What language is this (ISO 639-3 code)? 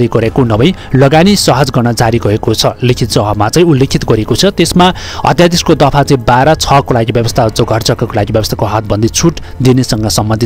nep